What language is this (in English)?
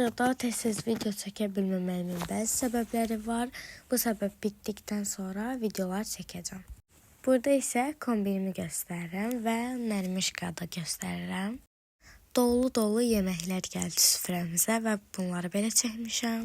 Azerbaijani